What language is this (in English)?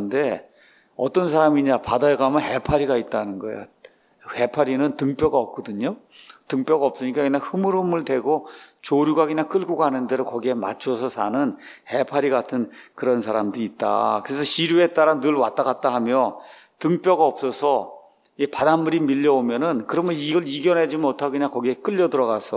Korean